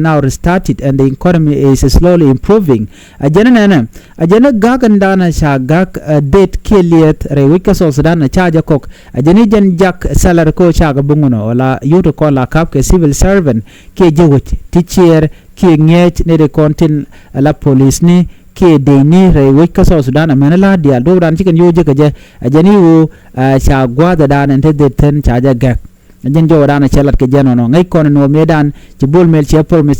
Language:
Nuer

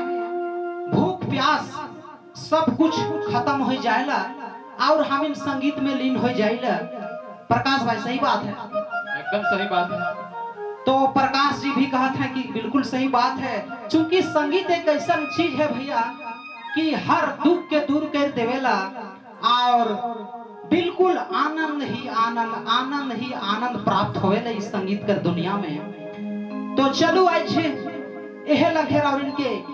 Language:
Sadri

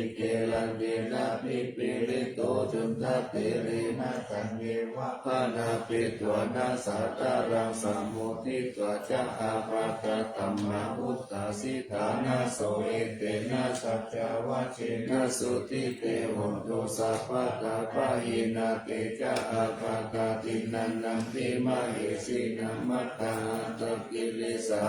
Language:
Pali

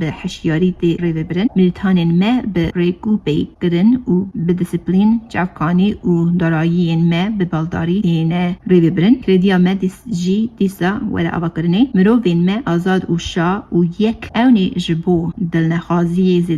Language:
Kurdish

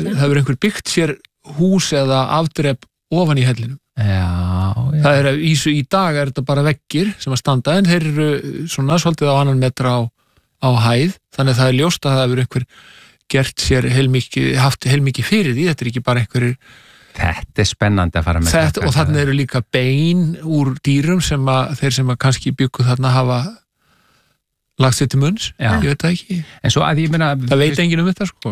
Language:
Icelandic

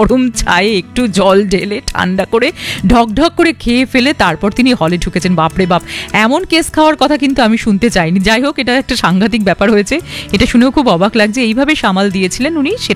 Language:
Bangla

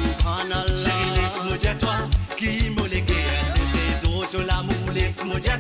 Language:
Morisyen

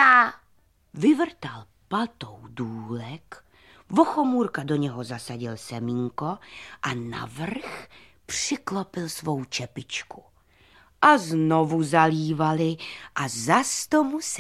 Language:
Czech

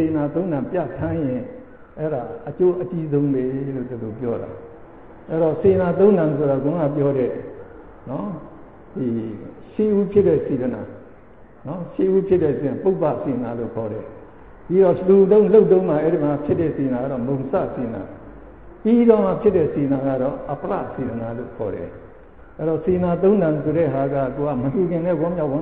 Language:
Burmese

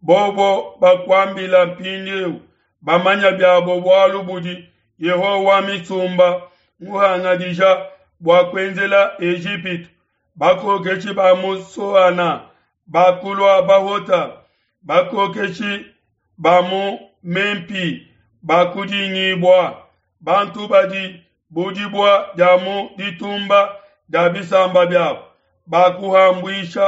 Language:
Luba-Lulua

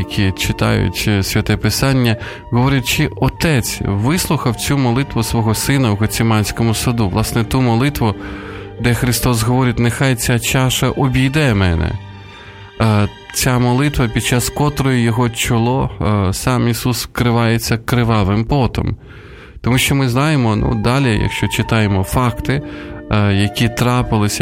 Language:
Ukrainian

